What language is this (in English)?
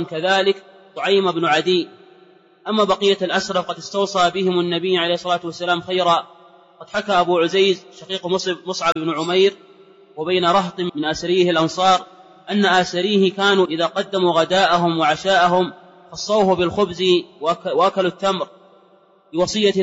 Arabic